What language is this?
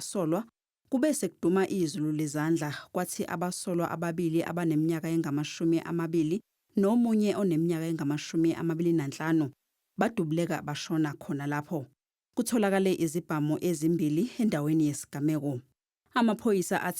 Zulu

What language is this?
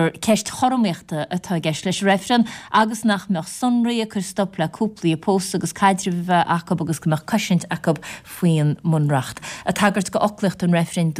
Irish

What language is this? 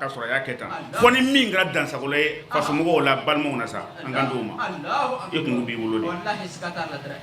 Bambara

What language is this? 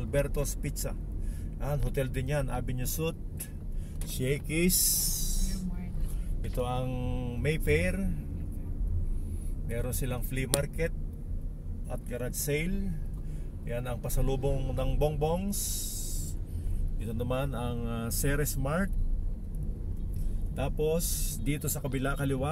Filipino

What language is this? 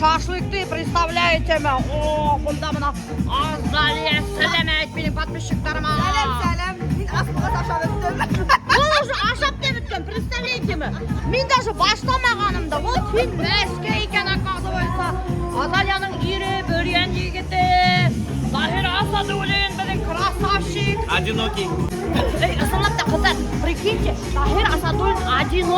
Bashkir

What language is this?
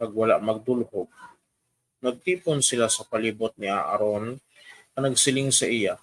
Hiligaynon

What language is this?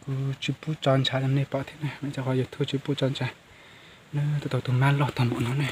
Hmong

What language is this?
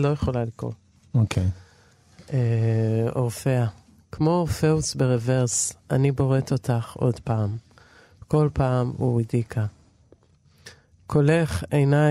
Hebrew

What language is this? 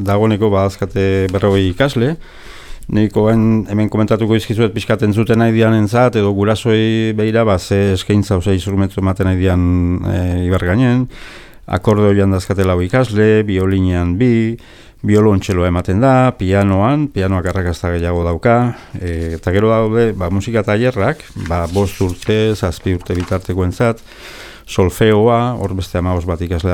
Basque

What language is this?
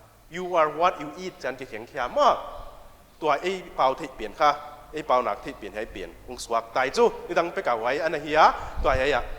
Paite Chin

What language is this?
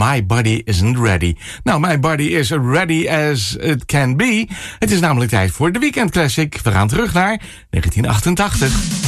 Dutch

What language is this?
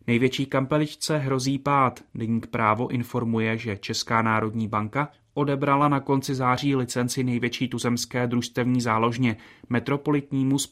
Czech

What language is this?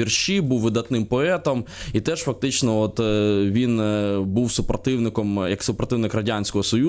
Ukrainian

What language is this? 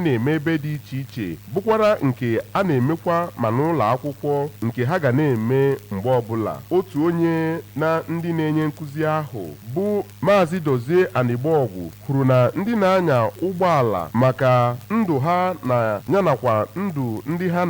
Igbo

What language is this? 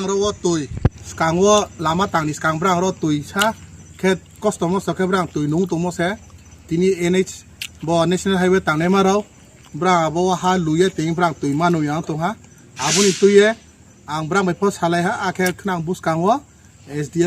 Riang (India)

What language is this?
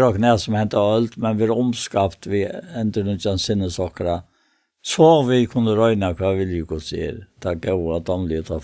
Faroese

